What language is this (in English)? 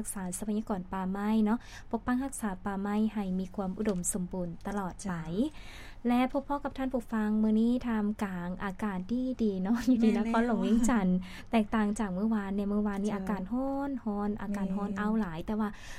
Lao